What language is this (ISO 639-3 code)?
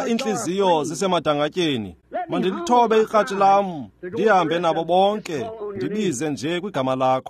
xho